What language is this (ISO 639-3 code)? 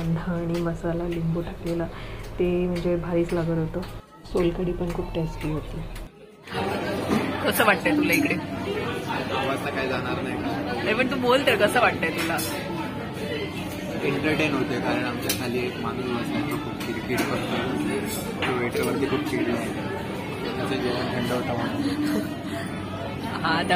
mar